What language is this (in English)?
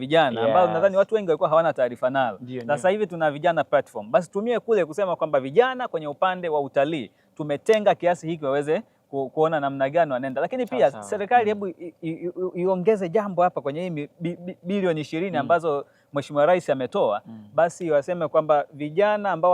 Swahili